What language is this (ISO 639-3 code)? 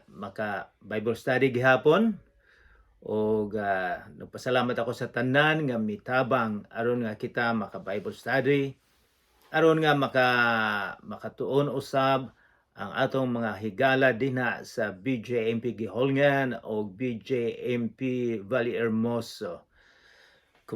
ceb